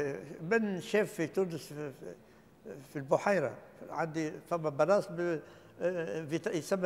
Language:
Tunisian Arabic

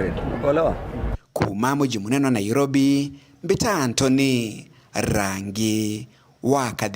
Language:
Meru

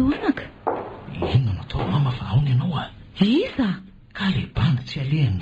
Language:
Malagasy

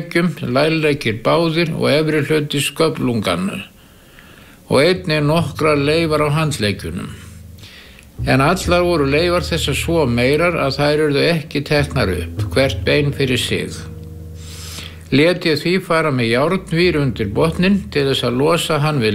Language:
Icelandic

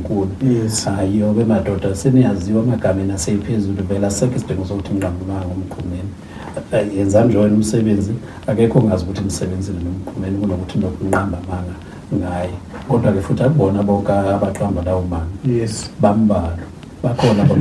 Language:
Zulu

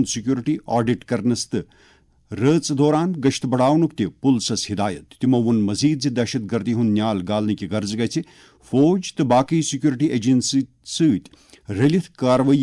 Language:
Kashmiri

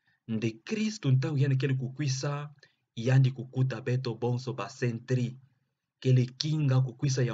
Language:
Kituba (Democratic Republic of Congo)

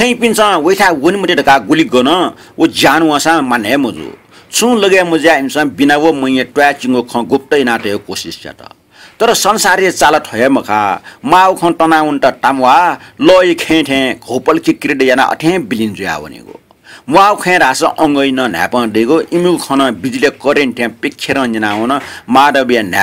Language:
Newari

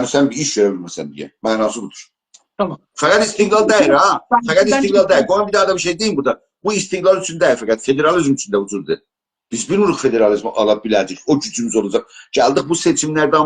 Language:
South Azerbaijani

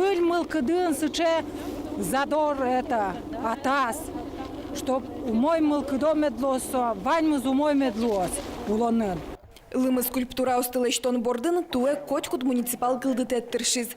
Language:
Udmurt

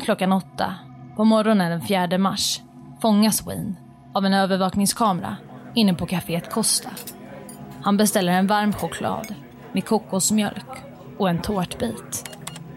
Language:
Swedish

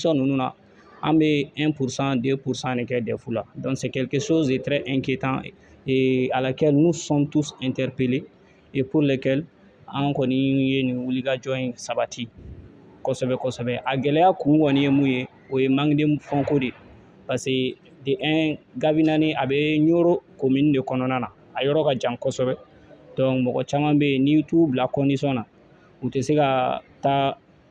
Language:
Bambara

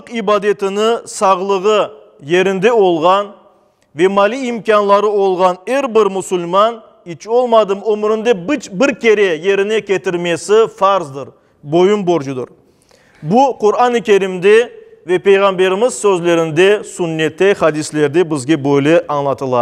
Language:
Crimean Tatar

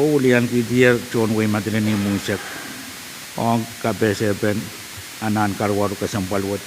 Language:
Pohnpeian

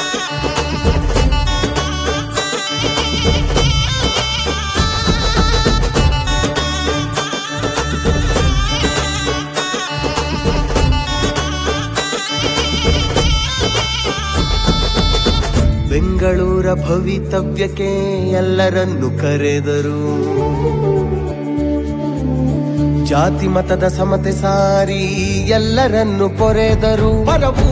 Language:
Kannada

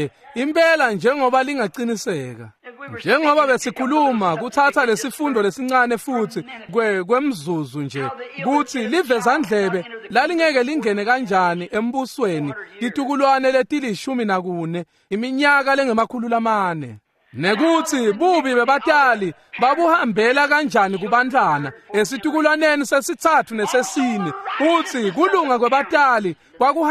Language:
Swati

